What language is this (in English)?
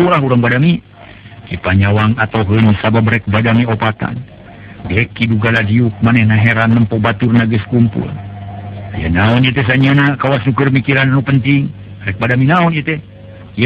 Sundanese